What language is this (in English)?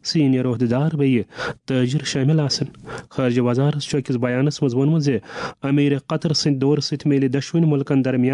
Kashmiri